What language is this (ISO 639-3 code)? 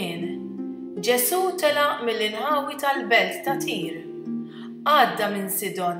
mlt